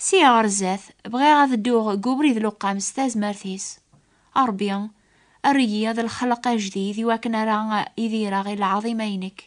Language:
Kabyle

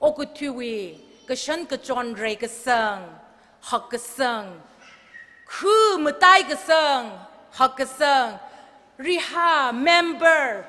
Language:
Tangkhul Naga (India)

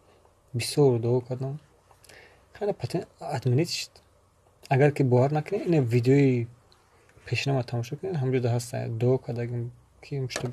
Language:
Tajik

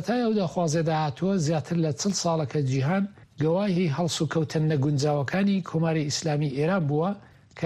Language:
Central Kurdish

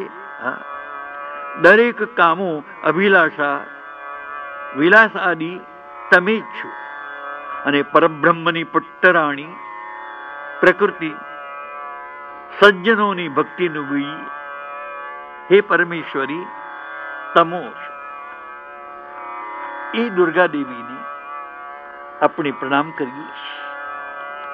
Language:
Gujarati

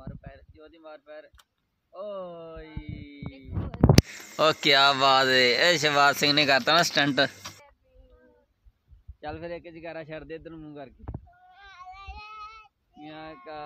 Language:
Punjabi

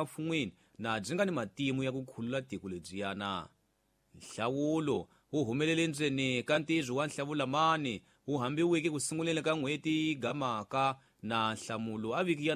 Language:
Tsonga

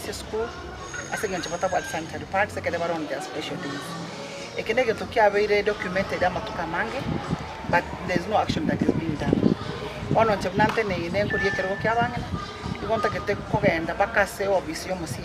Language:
Gusii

